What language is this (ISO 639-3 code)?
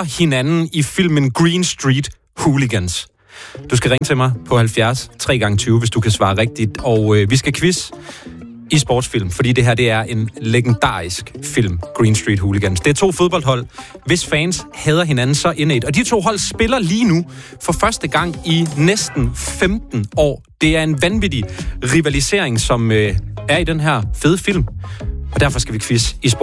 dan